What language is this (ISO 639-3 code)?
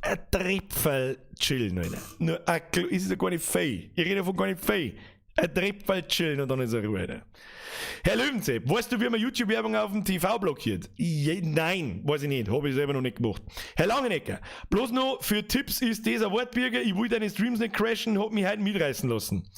bar